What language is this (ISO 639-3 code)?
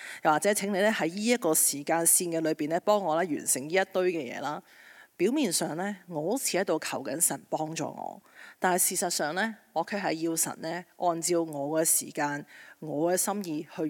yue